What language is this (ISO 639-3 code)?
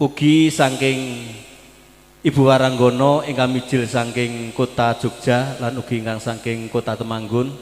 jav